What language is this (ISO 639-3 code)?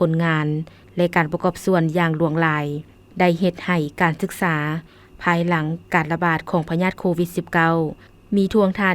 lao